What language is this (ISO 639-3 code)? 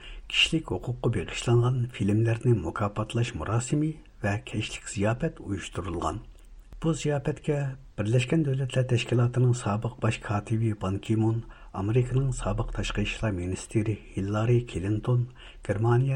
uig